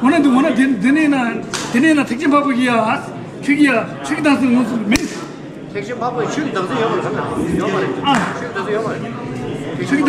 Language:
Tibetan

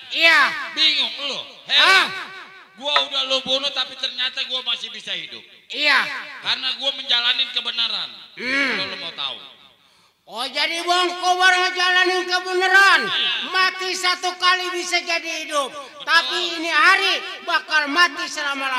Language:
Betawi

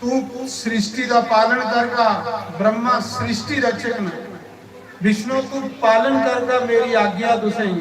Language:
Dogri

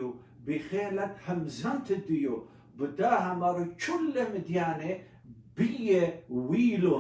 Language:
Assyrian Neo-Aramaic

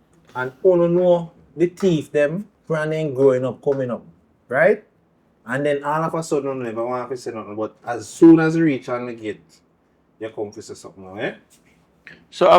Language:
Jamaican Creole English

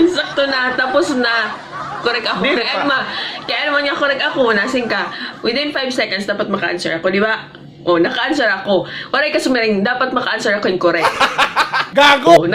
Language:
Waray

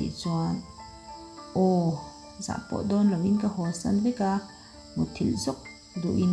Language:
Mizo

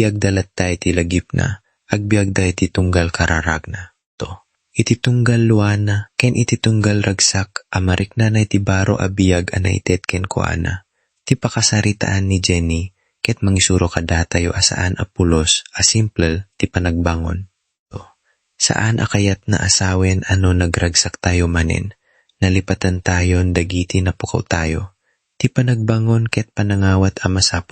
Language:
Iloko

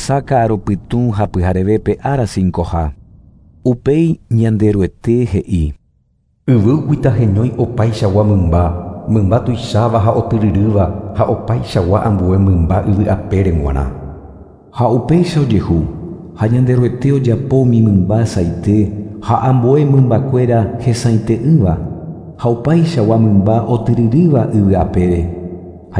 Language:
Guarani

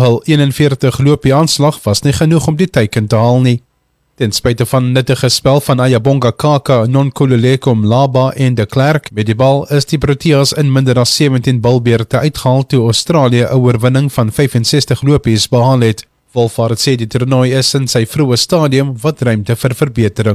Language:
Afrikaans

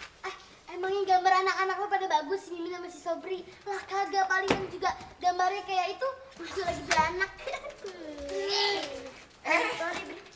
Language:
Betawi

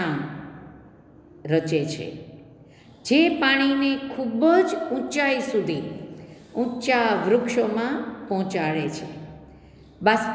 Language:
Gujarati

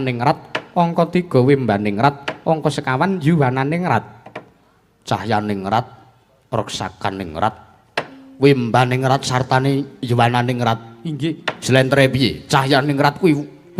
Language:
Javanese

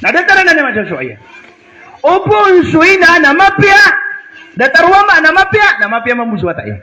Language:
Maranao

